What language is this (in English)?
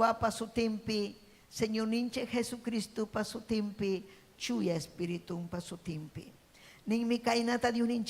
Ayacucho Quechua